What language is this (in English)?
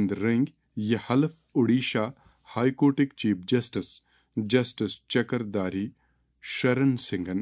Kashmiri